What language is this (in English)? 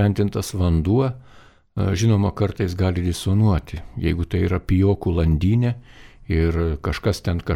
Lithuanian